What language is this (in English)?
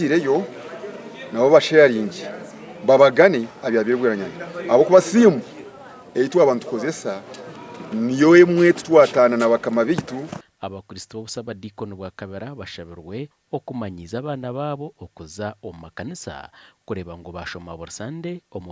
Nyankole